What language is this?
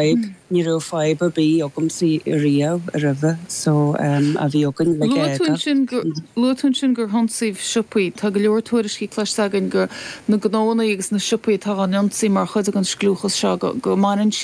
Irish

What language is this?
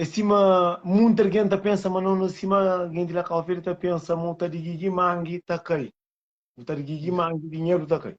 Kabuverdianu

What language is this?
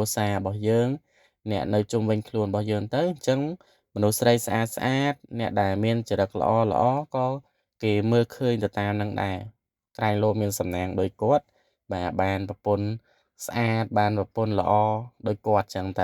Khmer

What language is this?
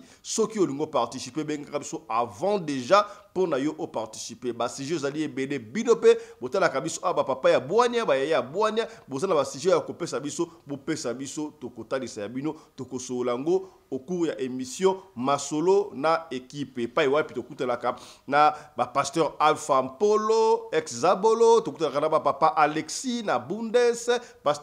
Lingala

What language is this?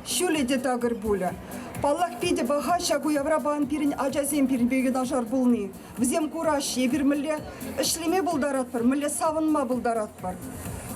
Chuvash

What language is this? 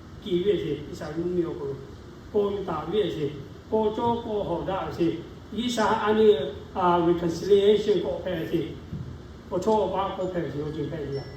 Lahu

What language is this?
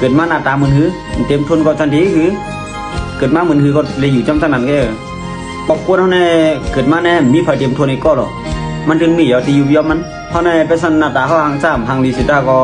Shan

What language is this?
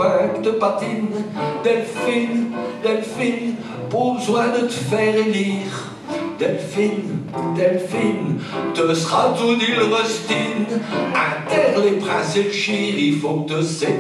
Picard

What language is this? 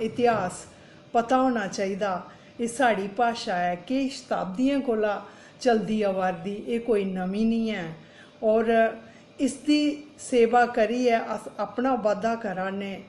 Dogri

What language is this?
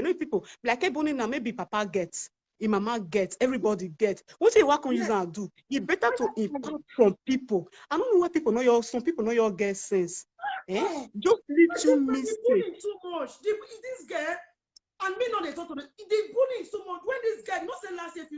Nigerian Pidgin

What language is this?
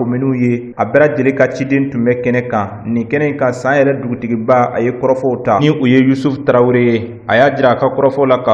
Bambara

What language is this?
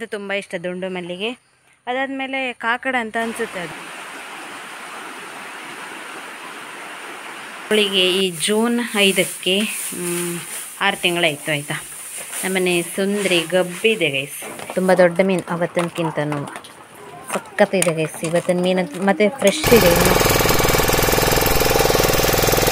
Kannada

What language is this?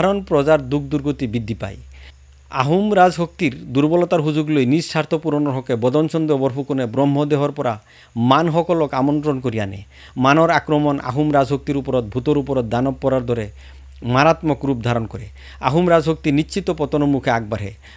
Assamese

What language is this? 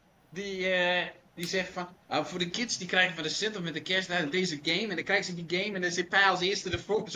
Dutch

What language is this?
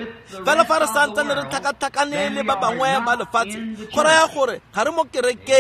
Tswana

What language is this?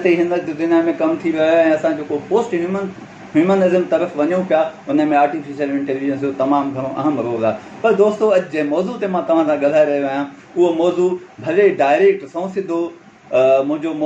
Sindhi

